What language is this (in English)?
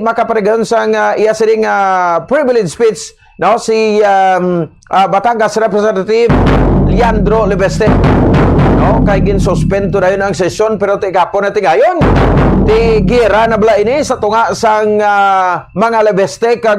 Hiligaynon